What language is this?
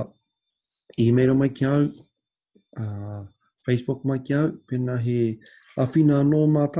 Māori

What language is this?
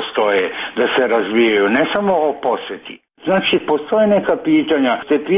Croatian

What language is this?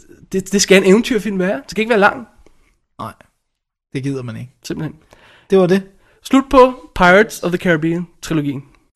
Danish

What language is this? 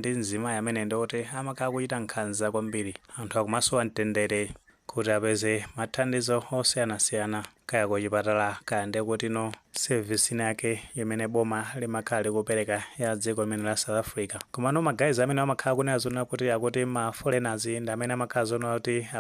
Nyanja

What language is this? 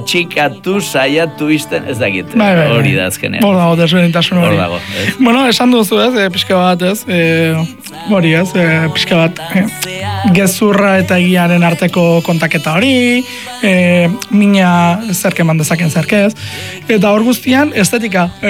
Basque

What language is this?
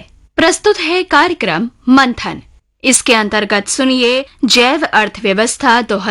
Hindi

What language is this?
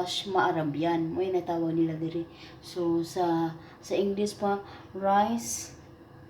Cebuano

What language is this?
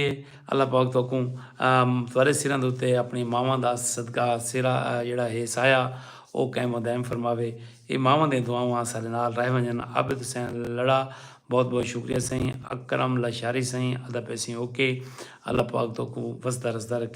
Saraiki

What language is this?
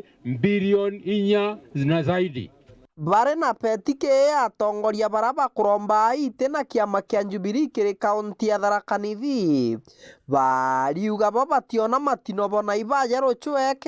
Meru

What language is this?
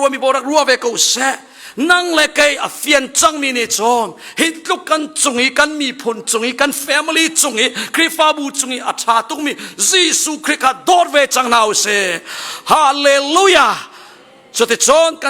Hakha Chin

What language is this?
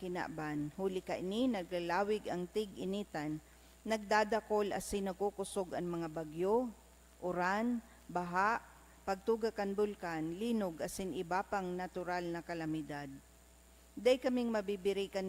Bikol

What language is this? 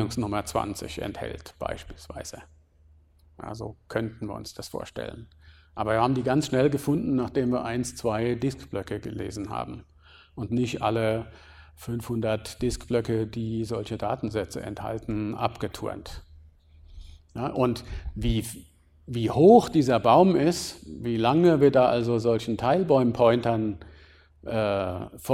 German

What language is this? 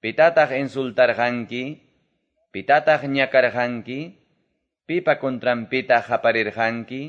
Quechua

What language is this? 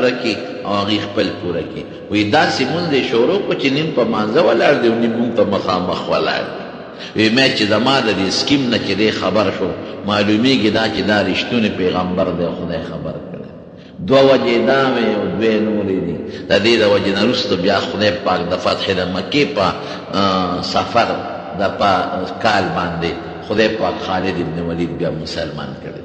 Pashto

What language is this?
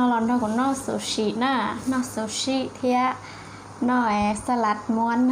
Hmong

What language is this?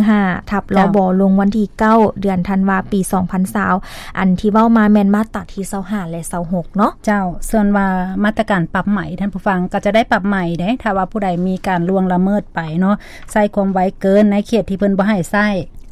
Lao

